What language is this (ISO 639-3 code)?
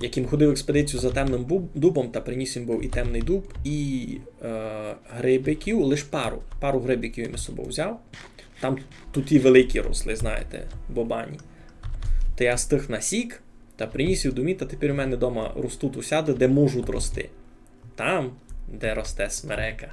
rue